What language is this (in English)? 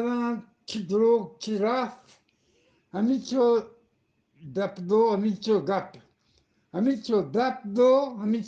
Eastern Balochi